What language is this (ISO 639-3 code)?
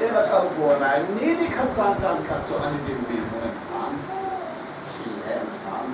cnh